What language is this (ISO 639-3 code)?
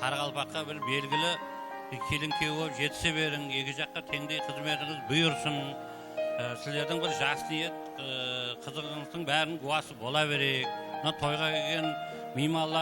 kaa